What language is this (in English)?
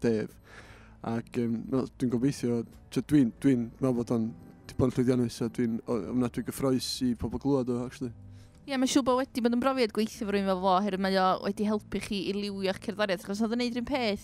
Welsh